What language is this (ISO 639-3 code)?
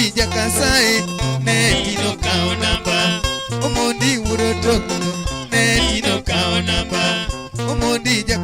luo